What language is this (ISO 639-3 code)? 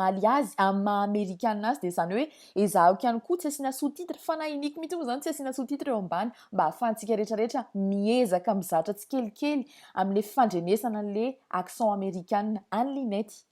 mlg